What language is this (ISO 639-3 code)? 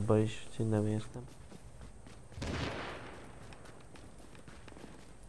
hun